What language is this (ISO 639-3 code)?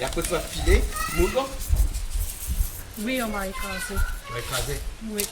rcf